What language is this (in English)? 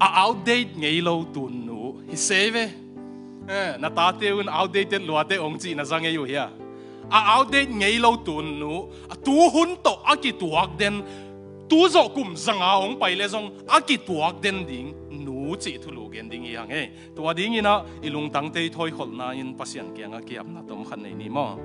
Tedim Chin